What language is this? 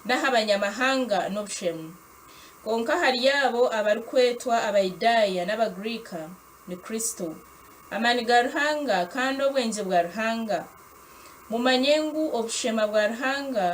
Nyankole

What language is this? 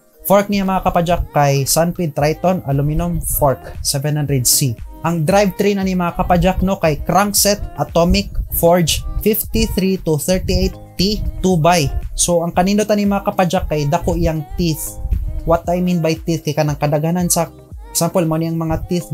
Cebuano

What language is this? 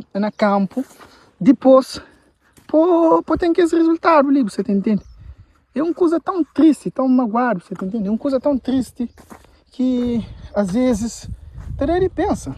Kabuverdianu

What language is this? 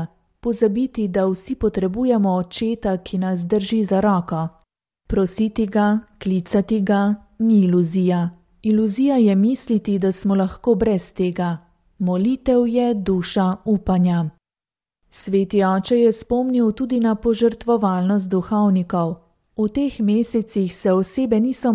Slovenian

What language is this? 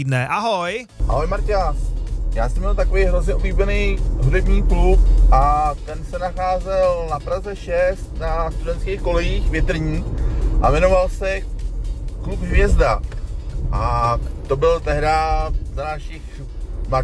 Czech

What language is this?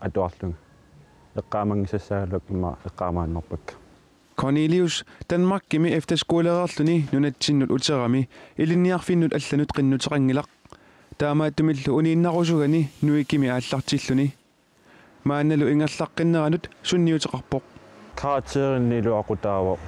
Kalaallisut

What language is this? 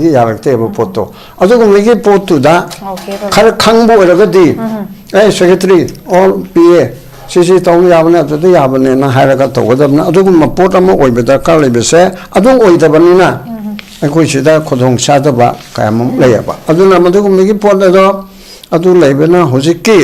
Manipuri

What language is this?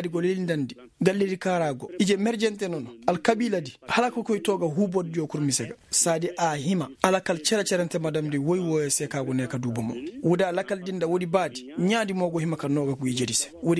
Koyraboro Senni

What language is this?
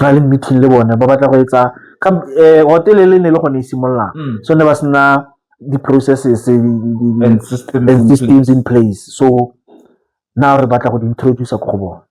Tswana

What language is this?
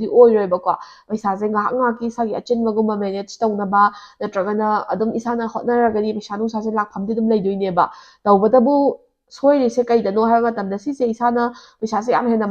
Manipuri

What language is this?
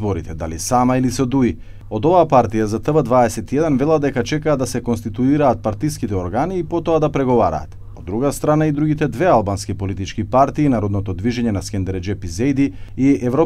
Macedonian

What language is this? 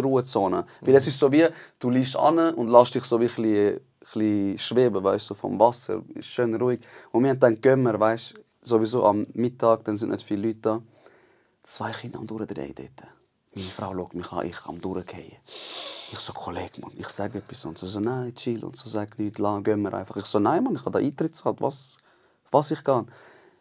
Swiss German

